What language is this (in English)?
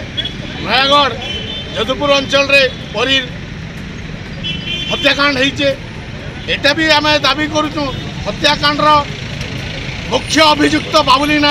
Odia